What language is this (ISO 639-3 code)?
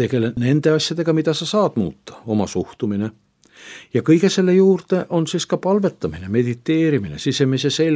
est